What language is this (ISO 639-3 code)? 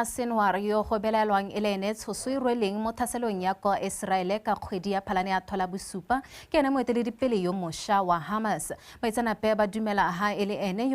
tsn